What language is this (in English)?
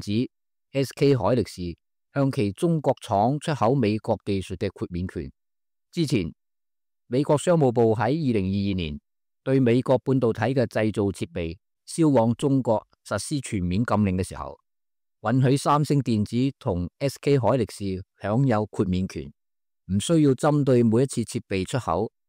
Cantonese